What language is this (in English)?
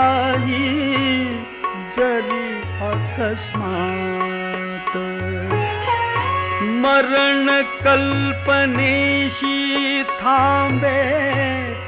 Marathi